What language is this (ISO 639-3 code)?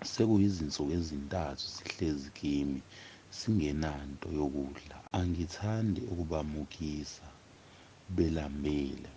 zul